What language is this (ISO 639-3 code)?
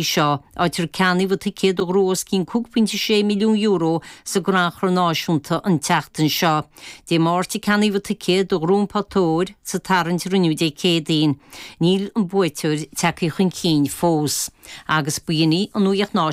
gle